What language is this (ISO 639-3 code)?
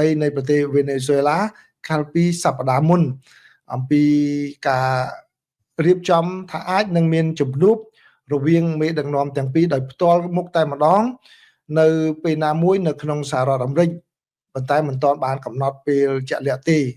khm